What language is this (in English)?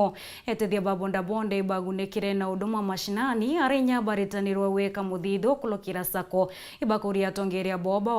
Meru